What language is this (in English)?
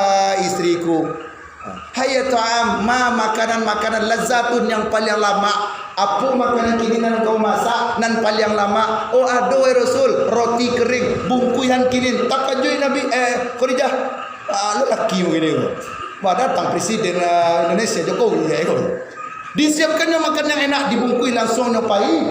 Minangkabau